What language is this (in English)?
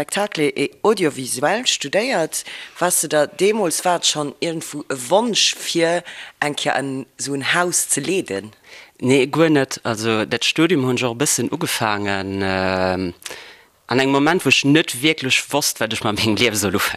Luxembourgish